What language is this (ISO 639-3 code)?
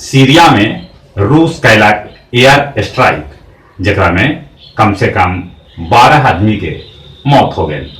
mag